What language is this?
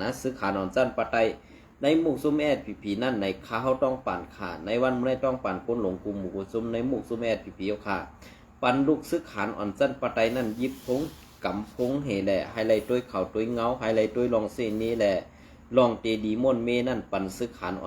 Shan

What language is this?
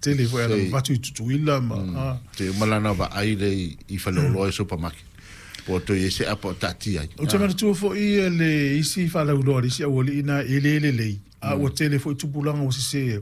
Samoan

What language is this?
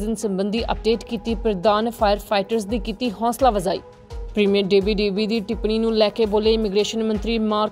Punjabi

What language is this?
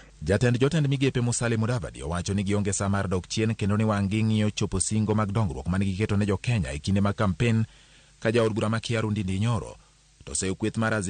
Luo (Kenya and Tanzania)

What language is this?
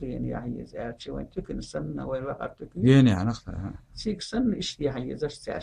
Chechen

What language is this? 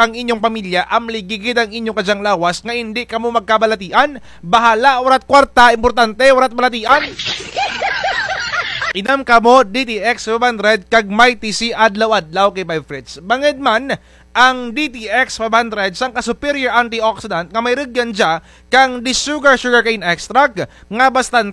Hiligaynon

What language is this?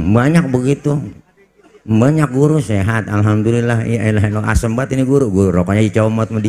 Betawi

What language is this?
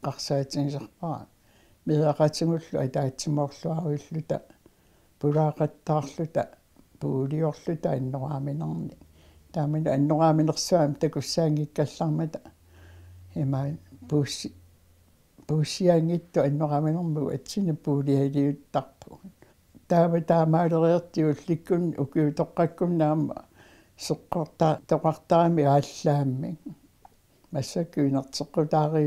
Kalaallisut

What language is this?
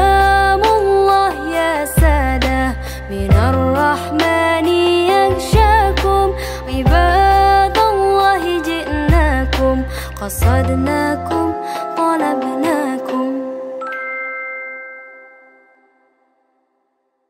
Arabic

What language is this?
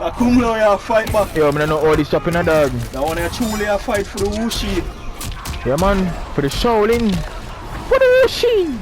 Jamaican Creole English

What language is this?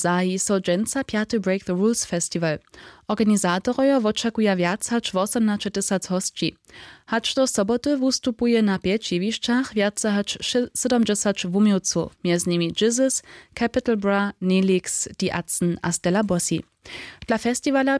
Upper Sorbian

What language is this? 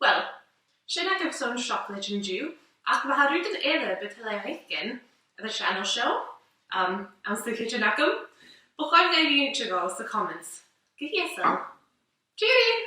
Scottish Gaelic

